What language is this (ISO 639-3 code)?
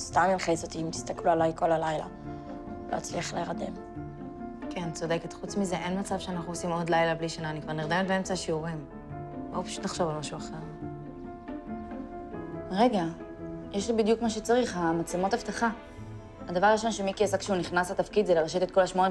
heb